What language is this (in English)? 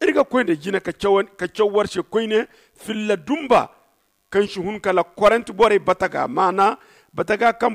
Zarma